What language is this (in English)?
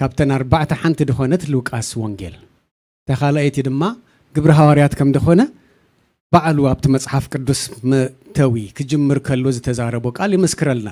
Tigrinya